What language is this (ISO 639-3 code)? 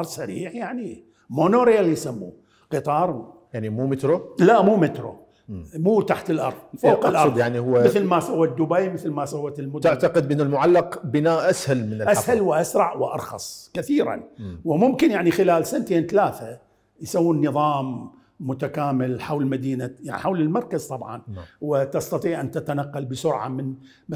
acm